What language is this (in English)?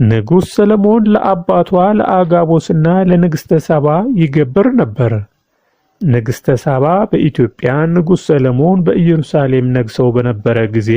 Amharic